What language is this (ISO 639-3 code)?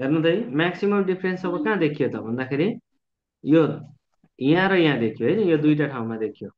nep